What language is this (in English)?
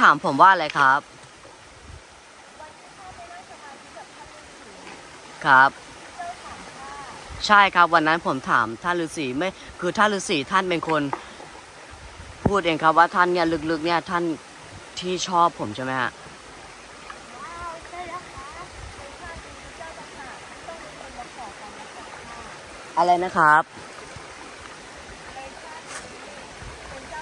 Thai